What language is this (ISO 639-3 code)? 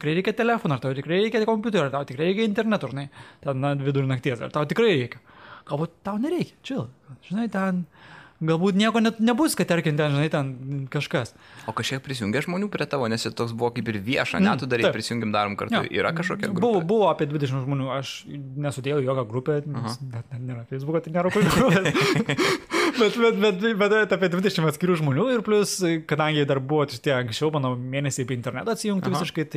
lit